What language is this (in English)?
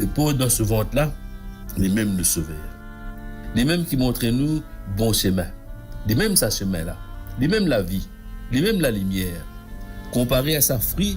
Morisyen